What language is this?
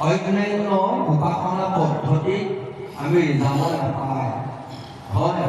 Assamese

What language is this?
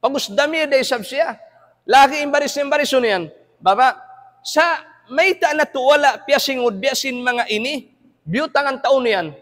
Tausug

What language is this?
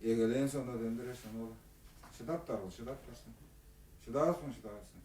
Tuvinian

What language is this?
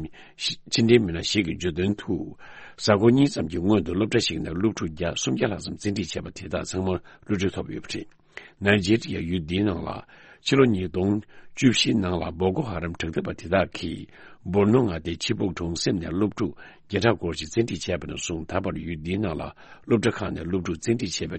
Tibetan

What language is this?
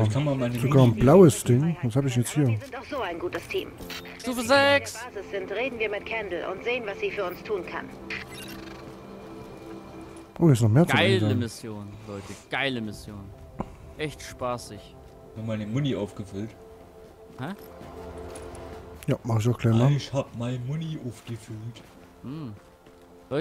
German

